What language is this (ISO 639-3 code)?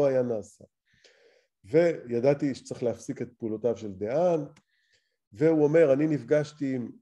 heb